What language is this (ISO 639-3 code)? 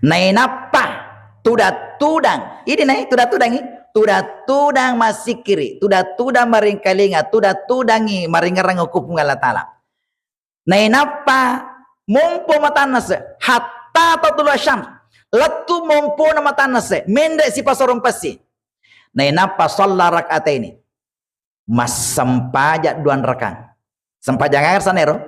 bug